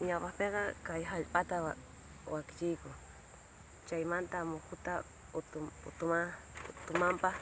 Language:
South Bolivian Quechua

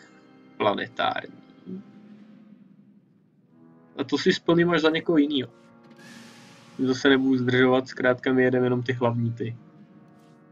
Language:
Czech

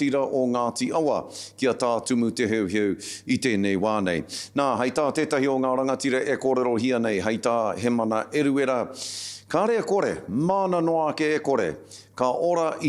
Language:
Māori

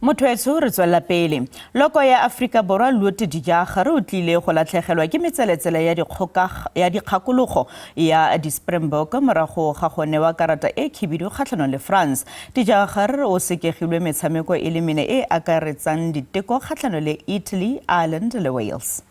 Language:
Tswana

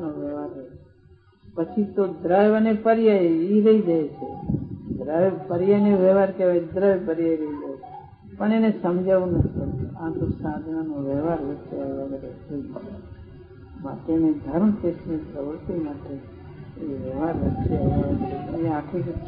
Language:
Gujarati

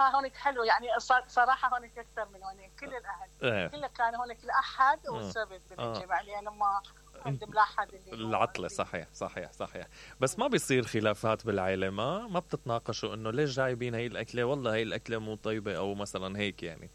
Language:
Mesopotamian Arabic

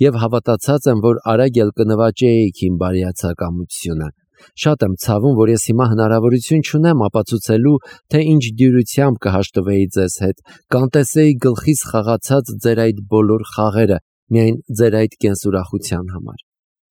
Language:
Armenian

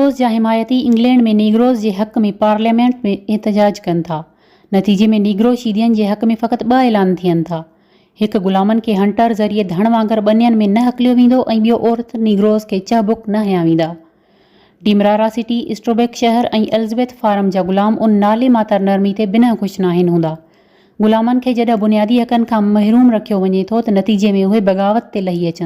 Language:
Sindhi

